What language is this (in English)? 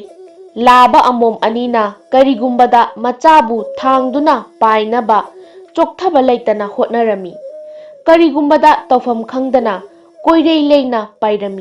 Manipuri